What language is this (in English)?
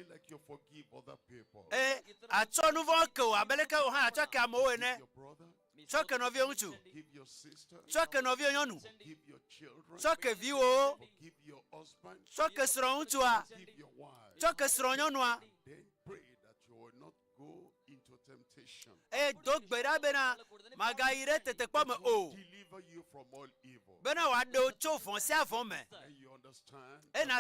Ewe